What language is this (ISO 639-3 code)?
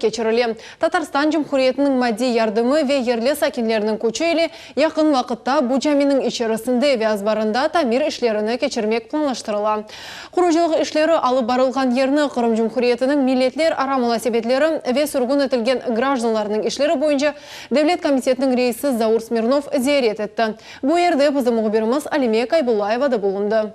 crh